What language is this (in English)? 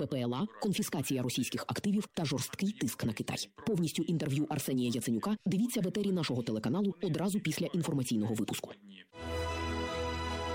Ukrainian